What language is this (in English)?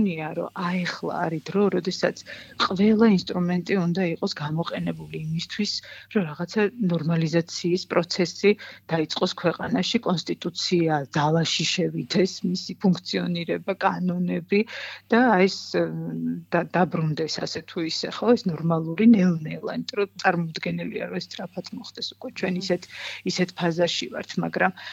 Georgian